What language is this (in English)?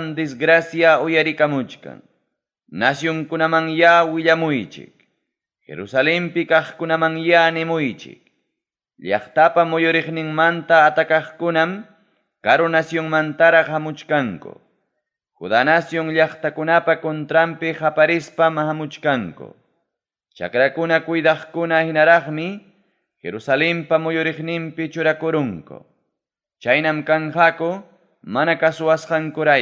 Ayacucho Quechua